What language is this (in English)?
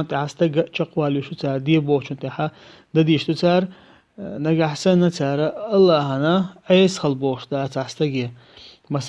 Chechen